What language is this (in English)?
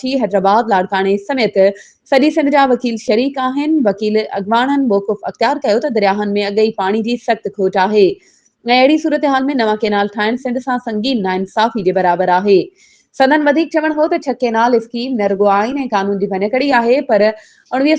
Sindhi